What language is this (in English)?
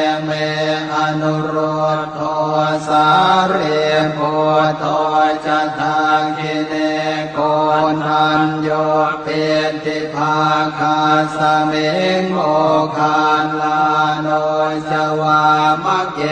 Pali